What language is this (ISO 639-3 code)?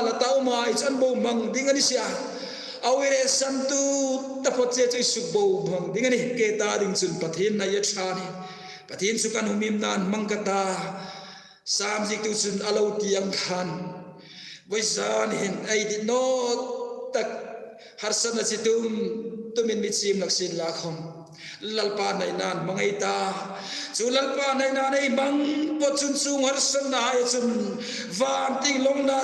hmr